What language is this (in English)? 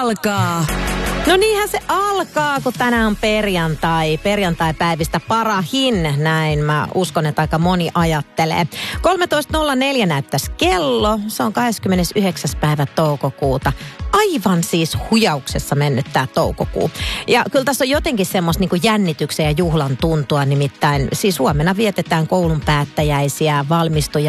Finnish